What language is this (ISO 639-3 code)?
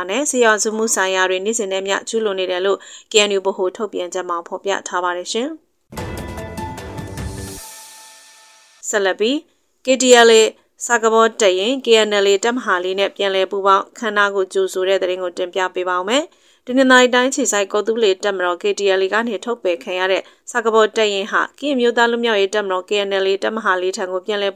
mya